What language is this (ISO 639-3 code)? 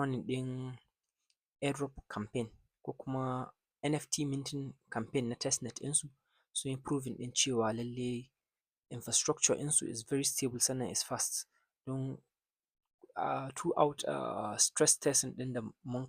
hau